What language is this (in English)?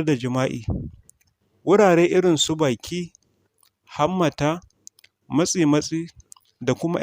Hausa